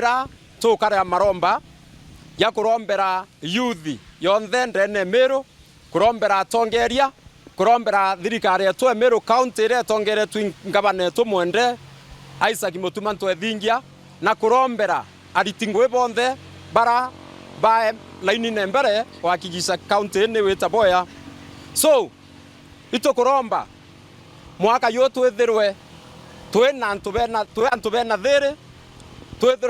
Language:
Meru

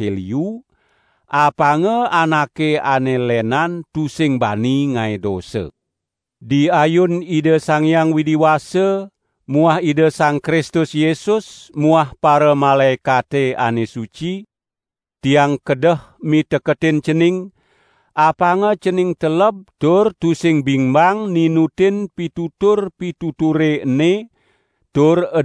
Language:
Balinese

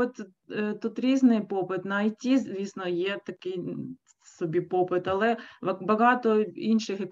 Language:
Ukrainian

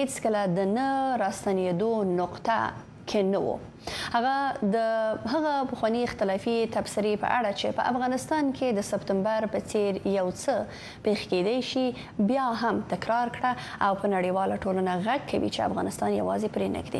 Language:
Pashto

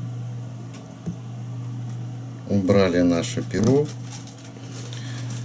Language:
Russian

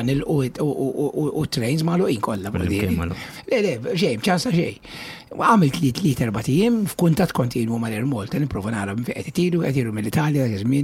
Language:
Maltese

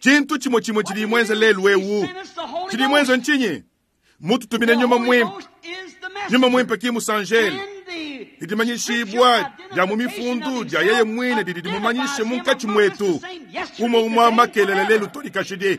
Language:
Luba-Lulua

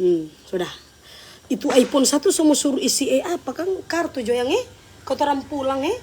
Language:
Manado Malay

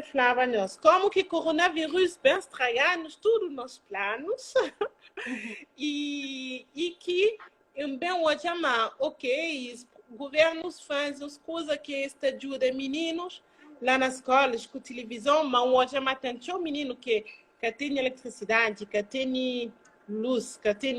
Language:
Kabuverdianu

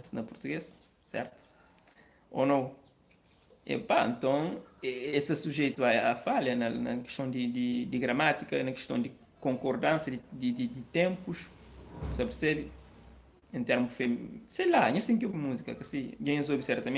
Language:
Kabuverdianu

